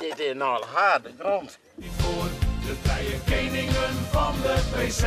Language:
Western Frisian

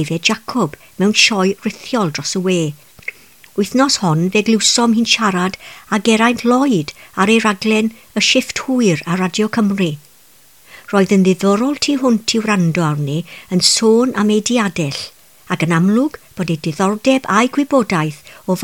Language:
Welsh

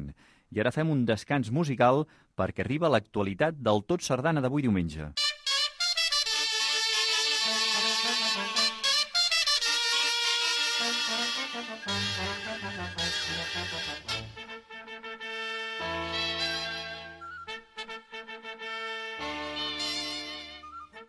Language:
Catalan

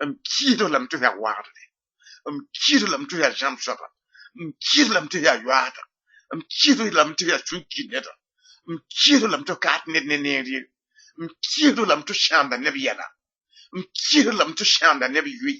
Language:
Mossi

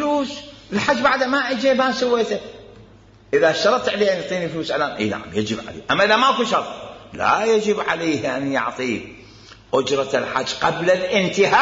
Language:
Mesopotamian Arabic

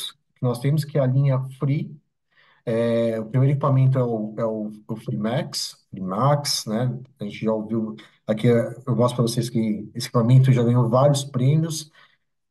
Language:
Portuguese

